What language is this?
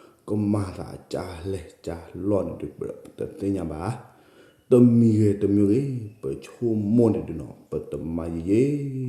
S'gaw Karen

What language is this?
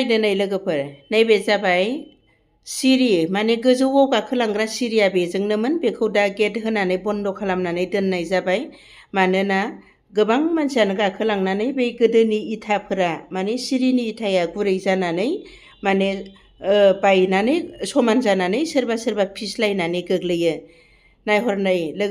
Bodo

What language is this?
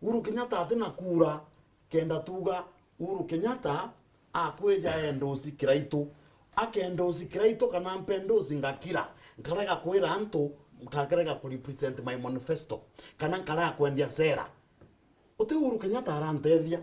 Meru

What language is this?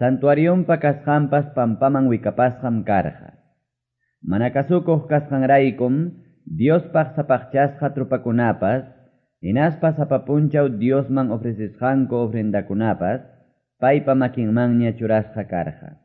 Quechua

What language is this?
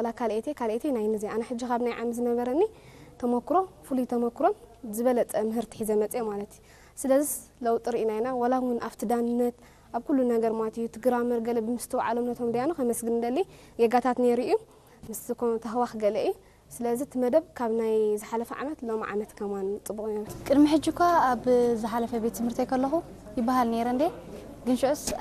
Tigrinya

